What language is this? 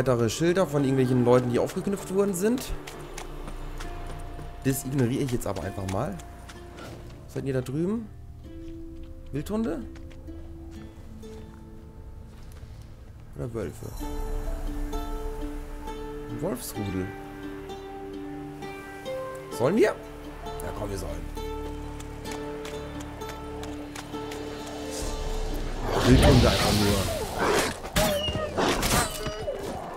German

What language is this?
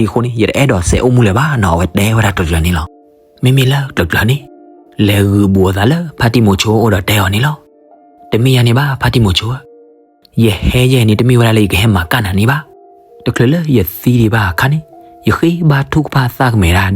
S'gaw Karen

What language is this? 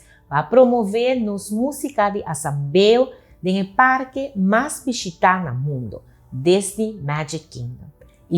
Papiamento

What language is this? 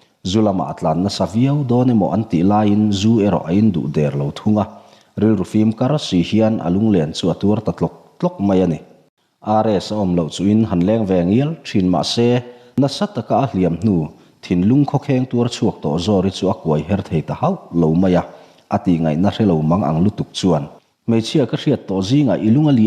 Mizo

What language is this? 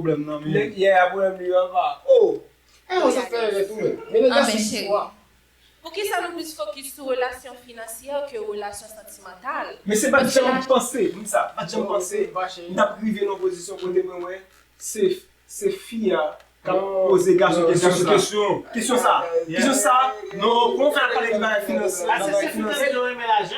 Haitian Creole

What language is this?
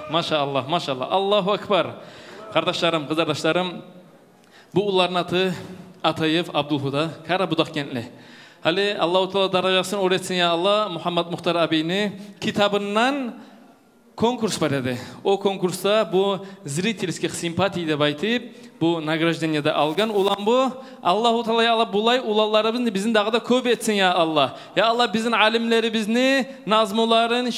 Kumyk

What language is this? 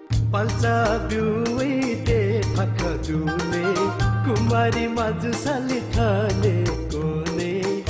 Newari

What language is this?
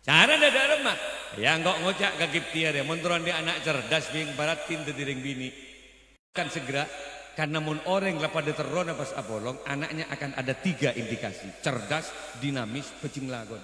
Madurese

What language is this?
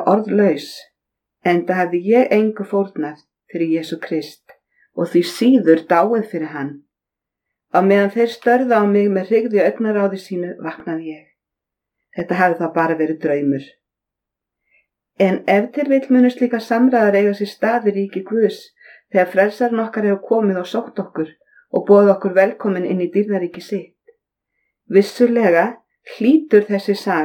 Icelandic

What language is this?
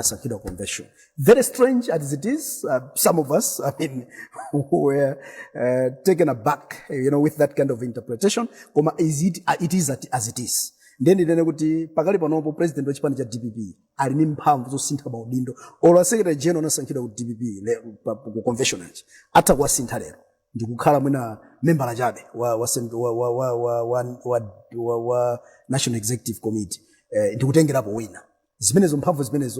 Nyanja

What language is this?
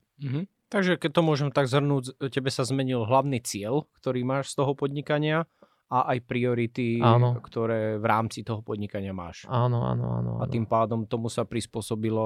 Slovak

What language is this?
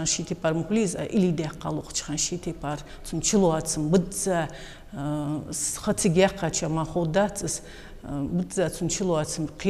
Ingush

